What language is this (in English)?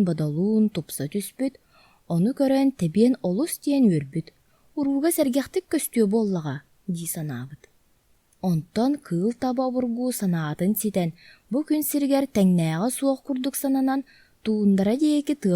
Yakut